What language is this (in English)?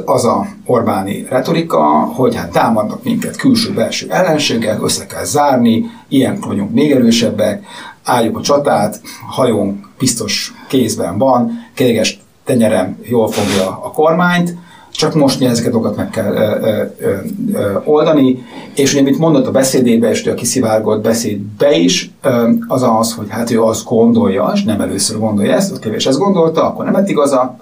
Hungarian